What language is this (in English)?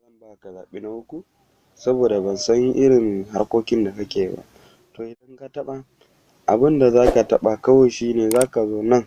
Hausa